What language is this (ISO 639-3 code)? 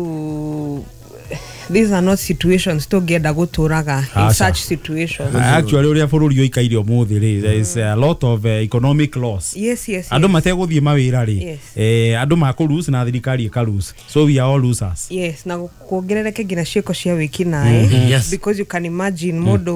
kik